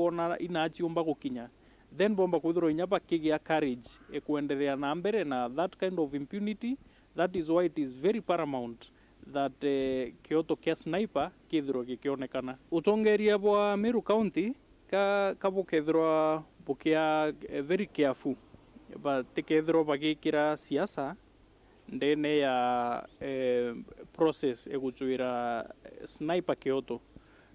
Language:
Meru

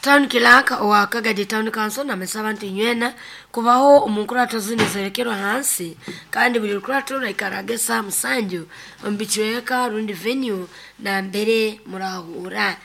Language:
Nyoro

